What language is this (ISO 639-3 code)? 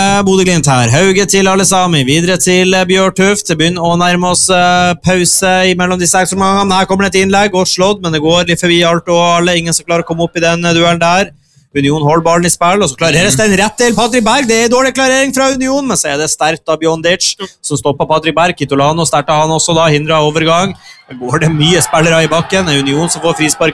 nor